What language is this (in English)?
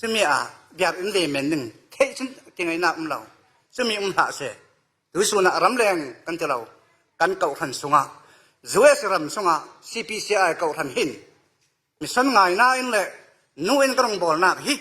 Falam Chin